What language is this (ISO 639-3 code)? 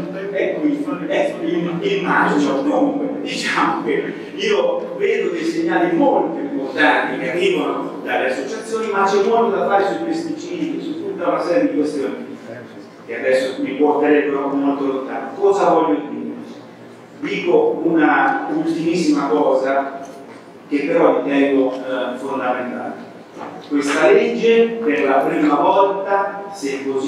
ita